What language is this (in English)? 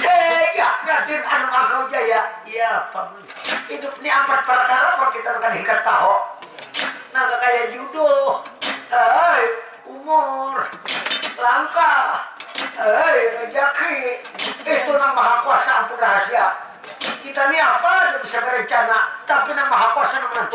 Banjar